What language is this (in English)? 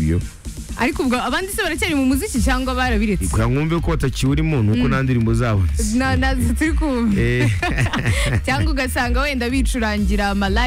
Kinyarwanda